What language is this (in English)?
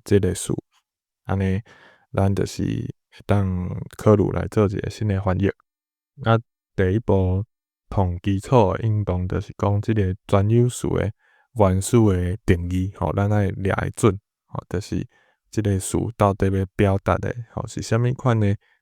Min Nan Chinese